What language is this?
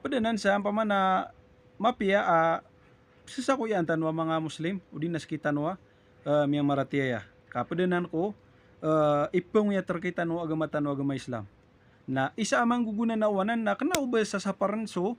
Maranao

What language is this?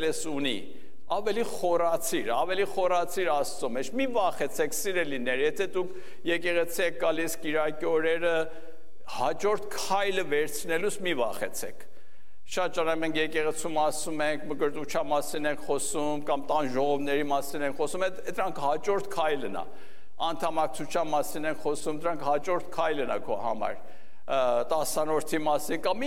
Armenian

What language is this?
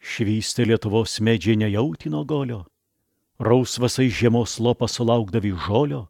Lithuanian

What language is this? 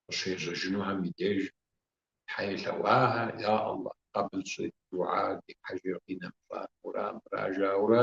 Kabardian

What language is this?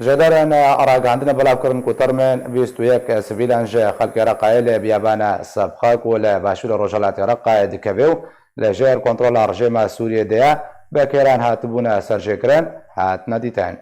Kurdish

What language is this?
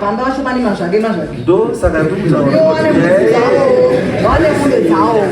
Shona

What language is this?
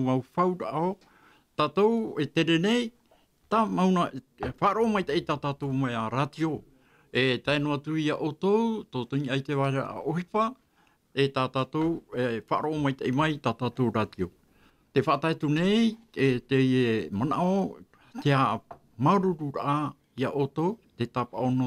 Tahitian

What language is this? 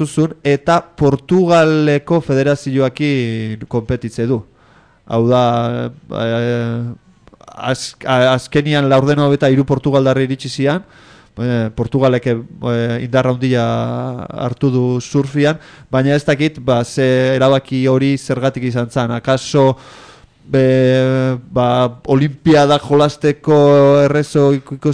Basque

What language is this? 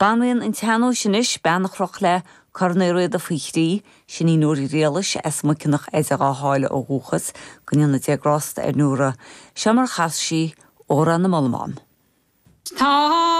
Irish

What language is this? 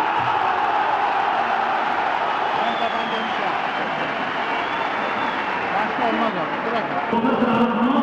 Turkish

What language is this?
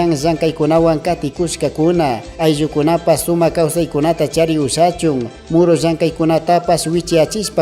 Chimborazo Highland Quichua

